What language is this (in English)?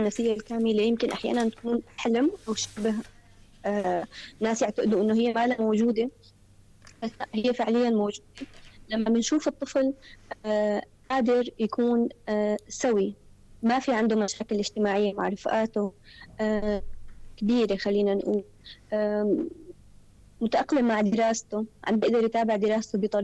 North Levantine Arabic